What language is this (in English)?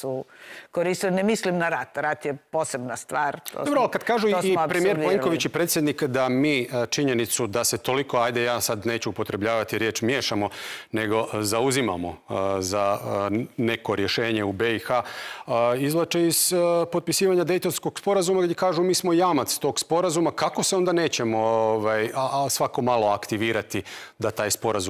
Croatian